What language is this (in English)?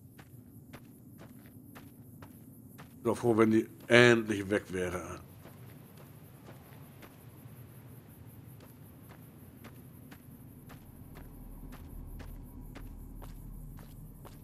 German